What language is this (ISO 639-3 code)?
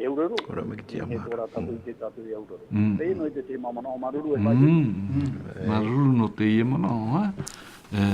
tah